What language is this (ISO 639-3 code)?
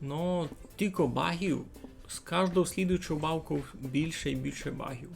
rue